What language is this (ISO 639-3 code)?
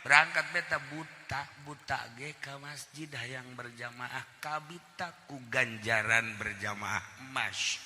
sun